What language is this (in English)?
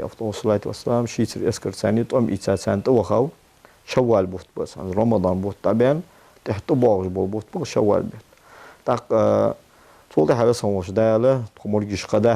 Ingush